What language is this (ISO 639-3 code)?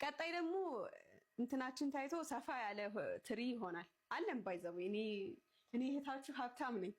amh